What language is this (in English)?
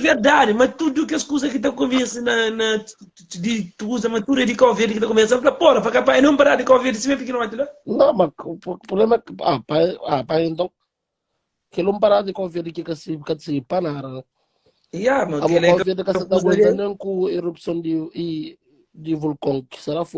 Kabuverdianu